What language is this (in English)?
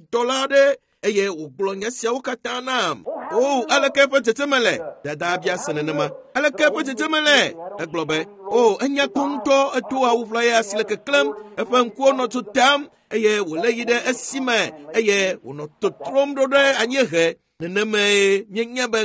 Ewe